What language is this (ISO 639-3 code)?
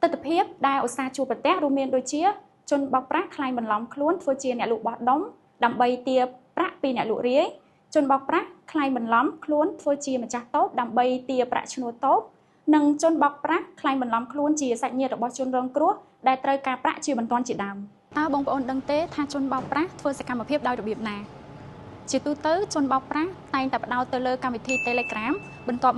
khm